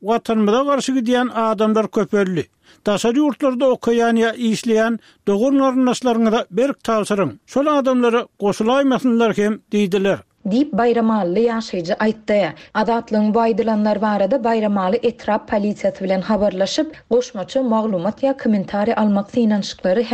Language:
Turkmen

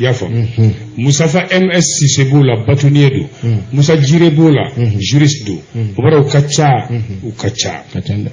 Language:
Bambara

